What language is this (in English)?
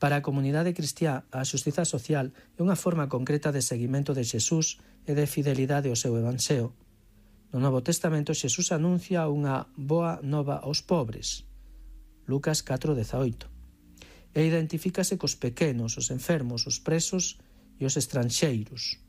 Galician